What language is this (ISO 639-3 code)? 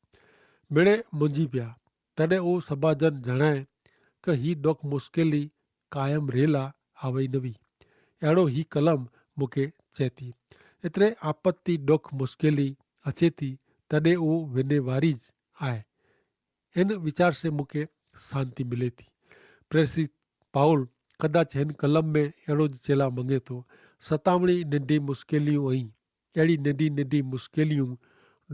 kfr